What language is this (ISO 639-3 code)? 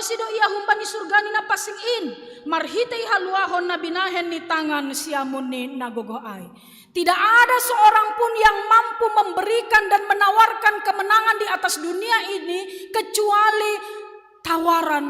bts